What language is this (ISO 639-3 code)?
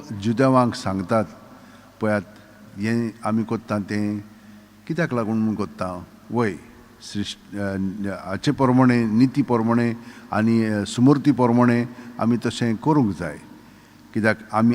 kok